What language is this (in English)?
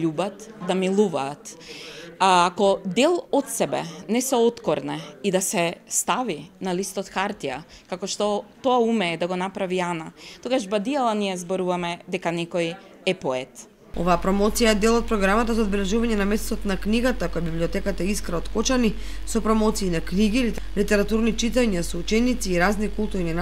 Macedonian